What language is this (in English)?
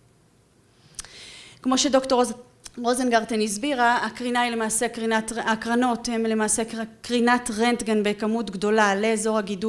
Hebrew